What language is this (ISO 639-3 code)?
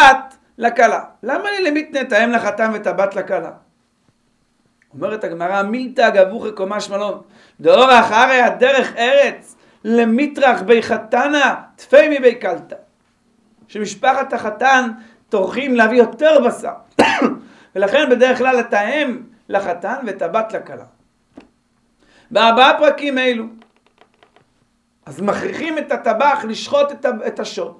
heb